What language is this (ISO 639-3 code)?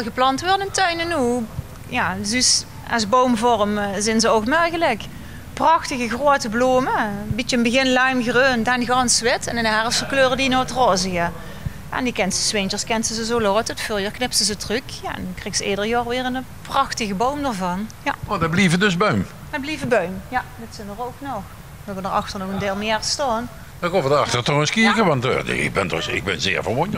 lim